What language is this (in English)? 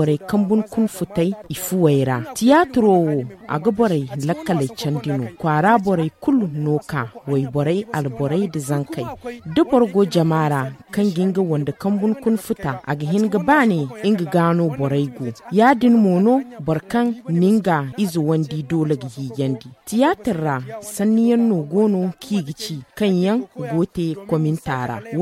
Zarma